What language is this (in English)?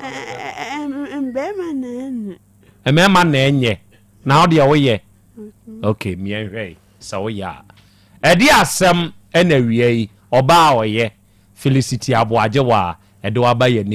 Akan